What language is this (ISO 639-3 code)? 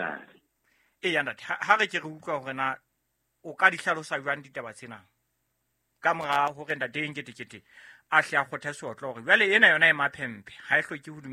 sot